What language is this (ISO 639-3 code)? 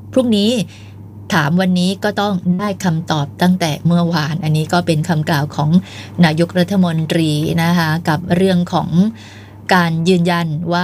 tha